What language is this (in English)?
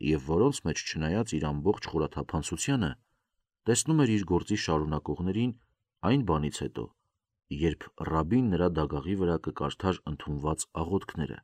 Armenian